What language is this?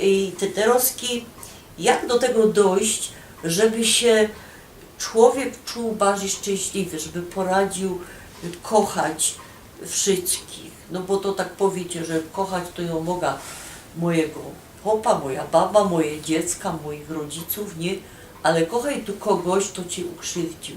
Silesian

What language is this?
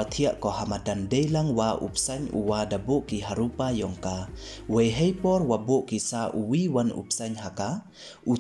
Pnar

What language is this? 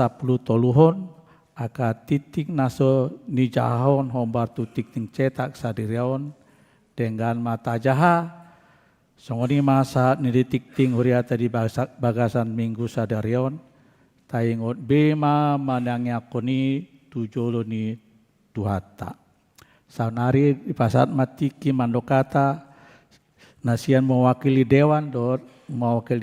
Batak Toba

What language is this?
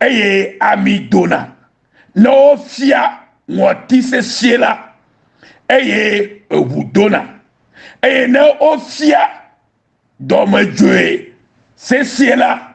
Ewe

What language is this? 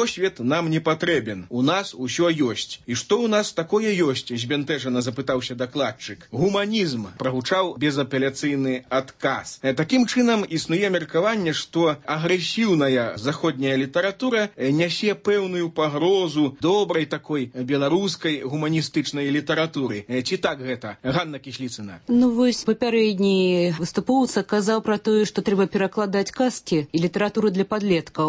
Belarusian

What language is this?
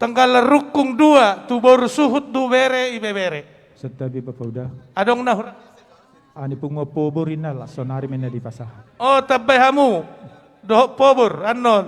Batak Toba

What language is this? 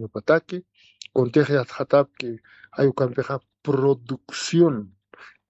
Aymara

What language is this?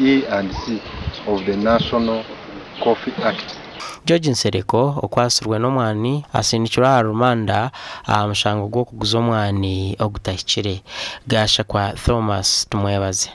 Nyankole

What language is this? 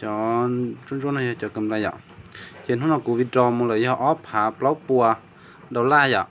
Hmong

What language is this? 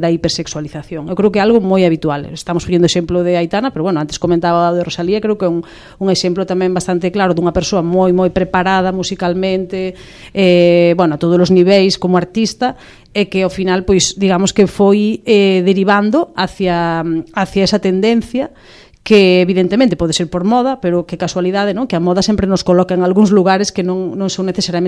Galician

